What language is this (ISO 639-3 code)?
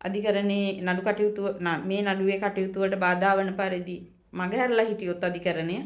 sin